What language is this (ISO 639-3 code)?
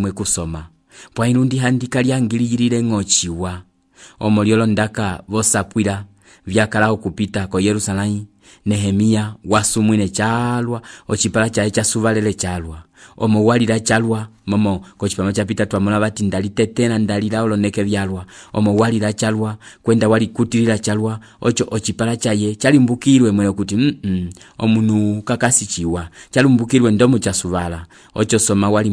umb